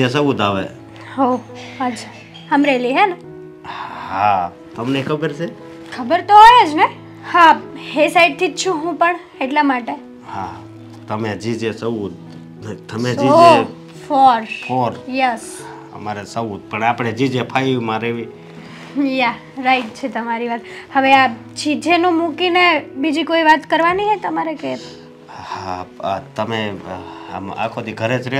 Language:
Gujarati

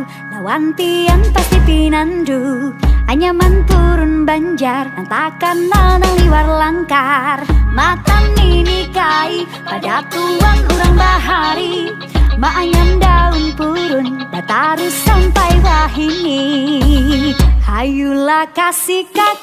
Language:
Banjar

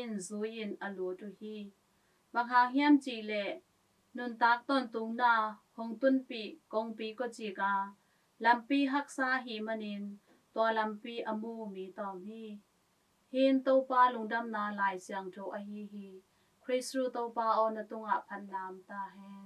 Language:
Tedim Chin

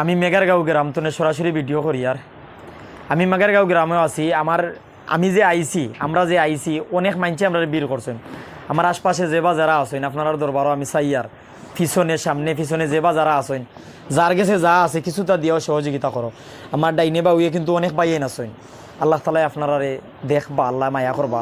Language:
Sylheti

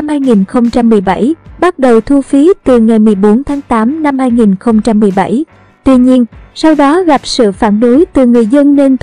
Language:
Vietnamese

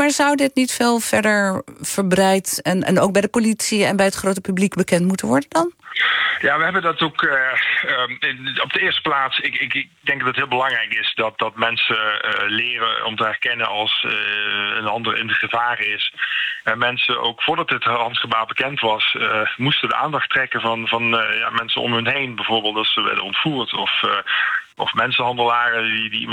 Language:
Dutch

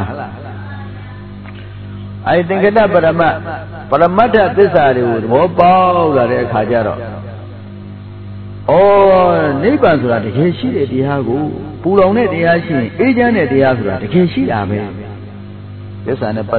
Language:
Burmese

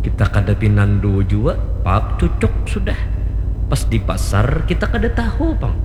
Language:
Banjar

